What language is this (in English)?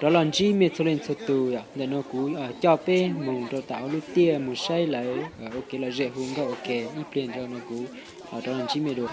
Hmong